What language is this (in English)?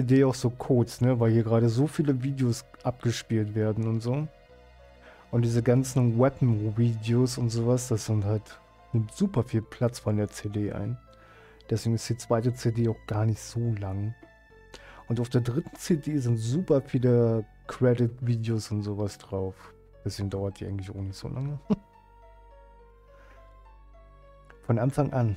German